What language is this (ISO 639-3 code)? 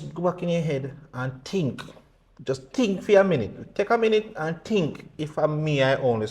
jam